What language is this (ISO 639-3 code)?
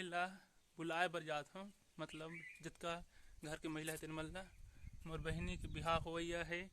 hne